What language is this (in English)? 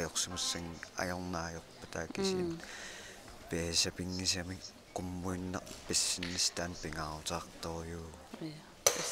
Kalaallisut